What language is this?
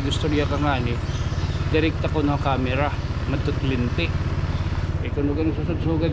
Waray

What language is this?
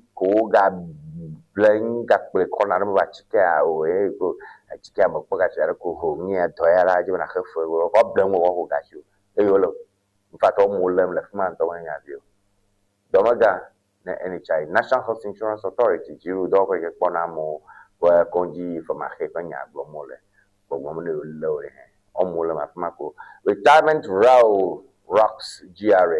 Ewe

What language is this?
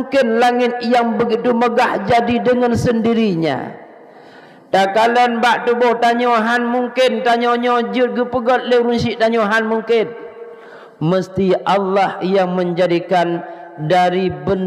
Achinese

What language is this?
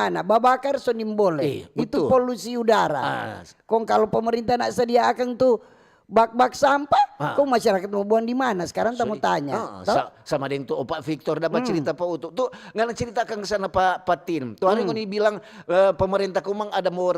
Manado Malay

